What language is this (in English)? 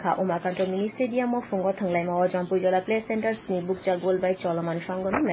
Kok Borok